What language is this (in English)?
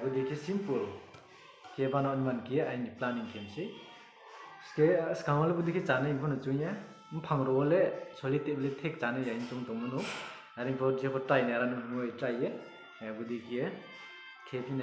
Riang (India)